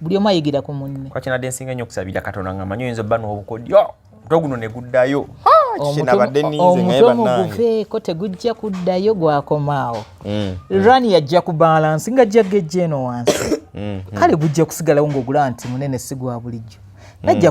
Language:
Ganda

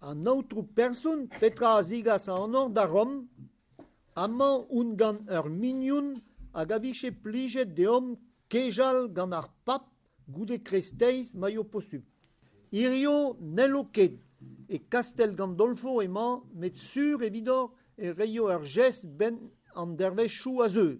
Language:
Breton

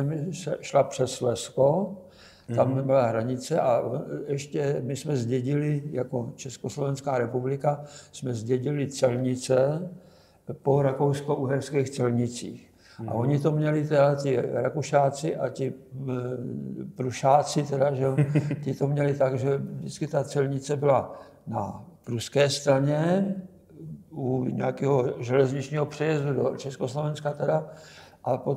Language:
Czech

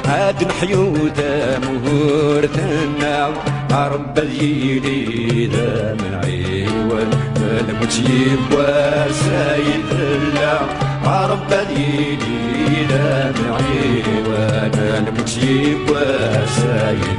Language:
Kabyle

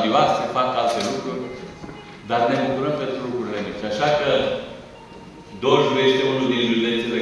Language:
Romanian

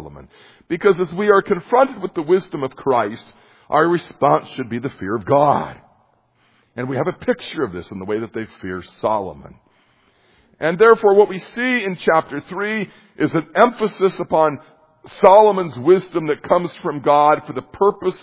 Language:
English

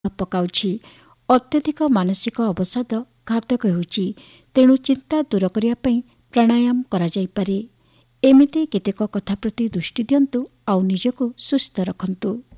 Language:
Odia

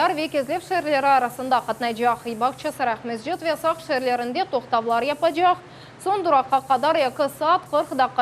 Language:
Crimean Tatar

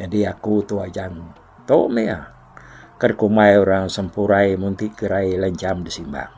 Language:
Iban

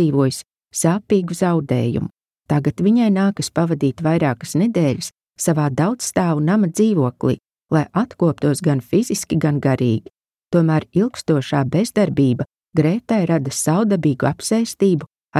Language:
Latvian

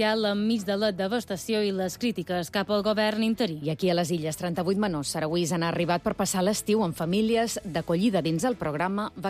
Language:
Catalan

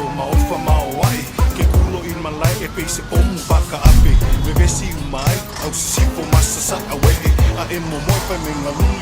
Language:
Samoan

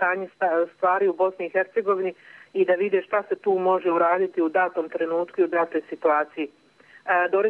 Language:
Bosnian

